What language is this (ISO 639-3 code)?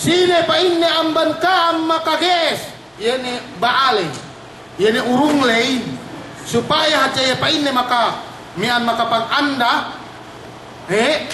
yka